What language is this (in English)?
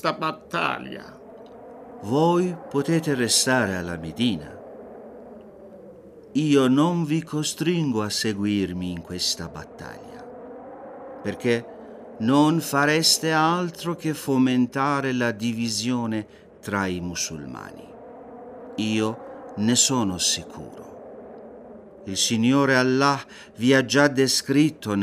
Italian